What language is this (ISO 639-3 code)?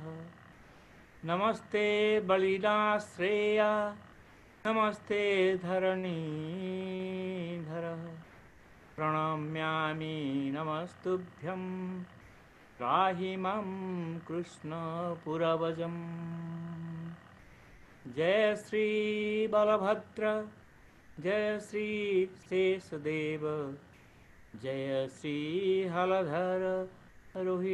ori